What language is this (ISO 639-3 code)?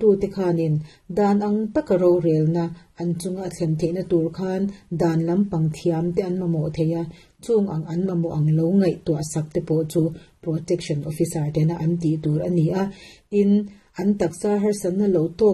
lus